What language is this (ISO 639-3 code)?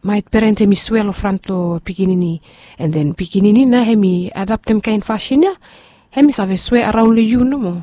bis